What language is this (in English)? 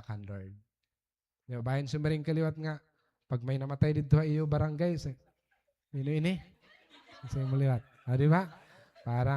Waray